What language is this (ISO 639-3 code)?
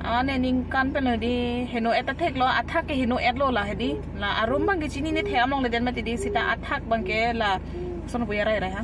mjw